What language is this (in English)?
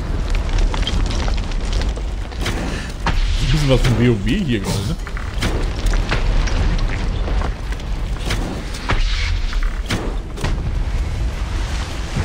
German